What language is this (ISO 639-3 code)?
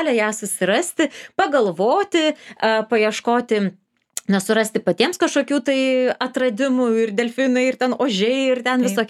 lit